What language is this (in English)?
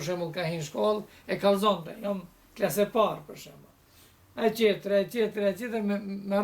Albanian